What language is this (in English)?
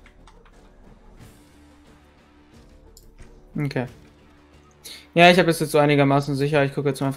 German